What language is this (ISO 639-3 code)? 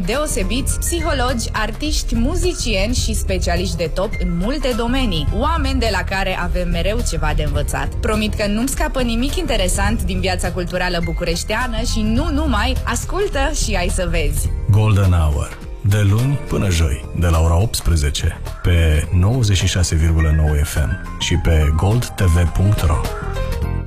ron